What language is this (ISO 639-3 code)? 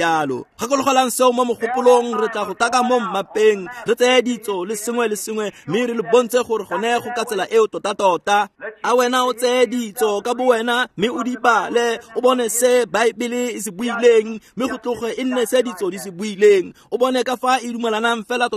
tsn